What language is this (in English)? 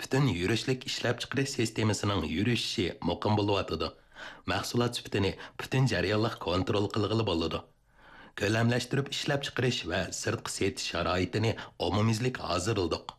Uyghur